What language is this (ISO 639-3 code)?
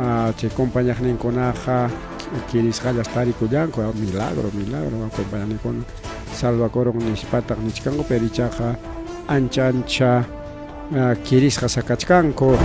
quy